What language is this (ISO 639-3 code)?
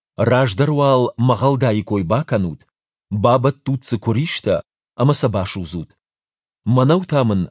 oss